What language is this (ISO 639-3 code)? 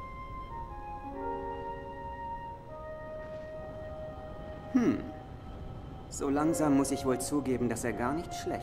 deu